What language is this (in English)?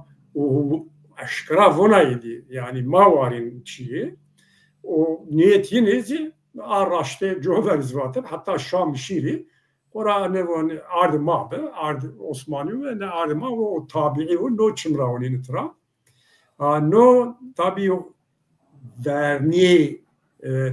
Zaza